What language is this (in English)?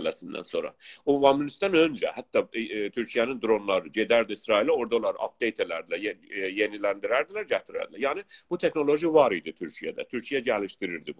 South Azerbaijani